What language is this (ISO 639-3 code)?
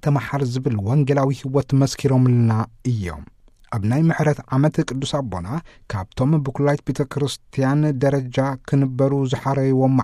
tir